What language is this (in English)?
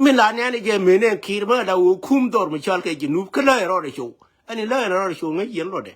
Nuer